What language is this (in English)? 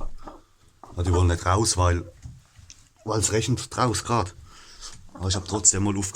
Palatine German